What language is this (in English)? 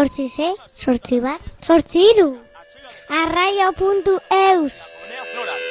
Basque